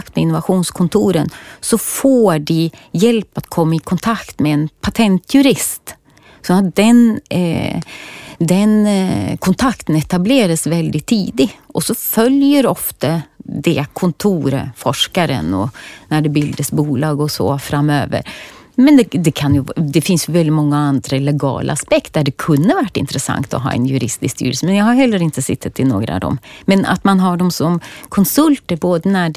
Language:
Swedish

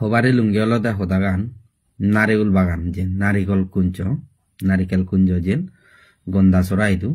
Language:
Chakma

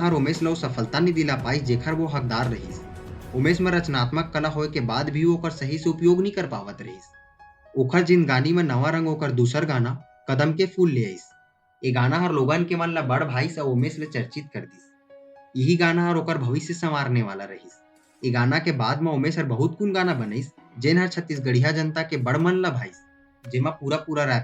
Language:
Chhattisgarhi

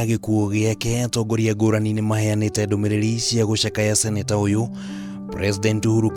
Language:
Kikuyu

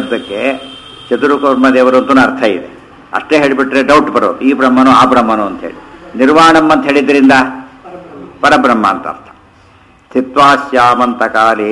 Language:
Kannada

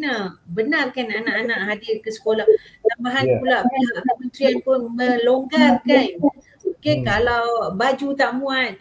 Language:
Malay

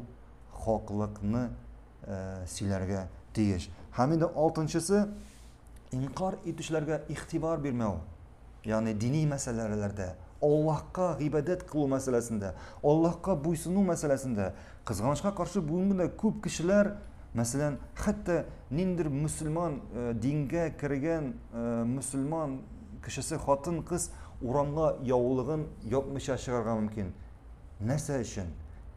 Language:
Tatar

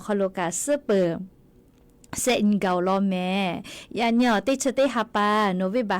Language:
Lahu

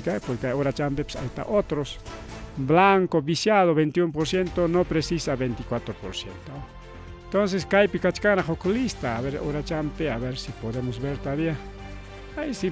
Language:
Ayacucho Quechua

